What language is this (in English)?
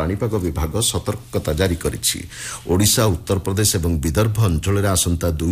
Odia